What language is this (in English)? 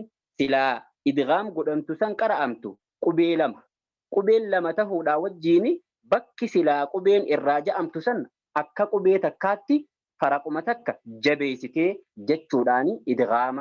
Oromo